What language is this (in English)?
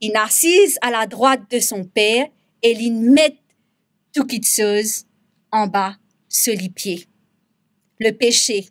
Morisyen